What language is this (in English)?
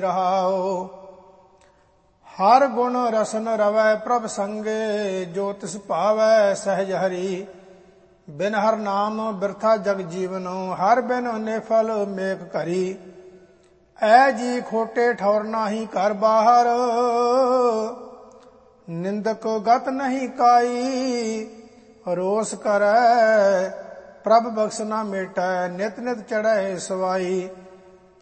Punjabi